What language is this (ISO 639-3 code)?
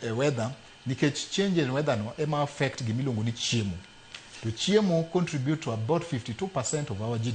luo